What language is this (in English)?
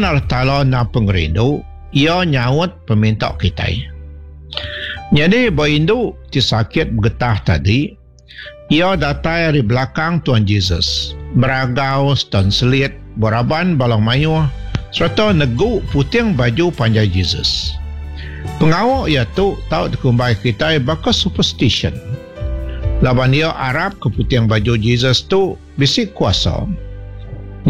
Iban